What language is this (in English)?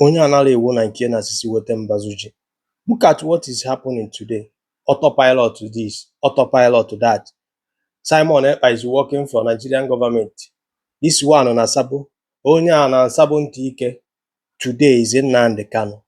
Igbo